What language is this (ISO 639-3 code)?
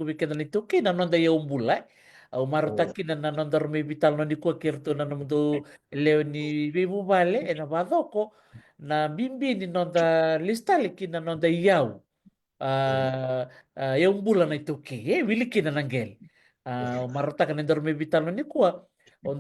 fij